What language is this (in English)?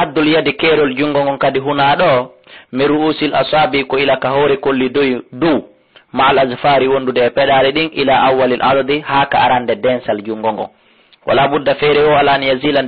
Fula